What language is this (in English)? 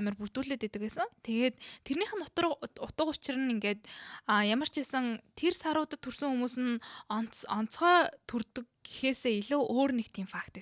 Mongolian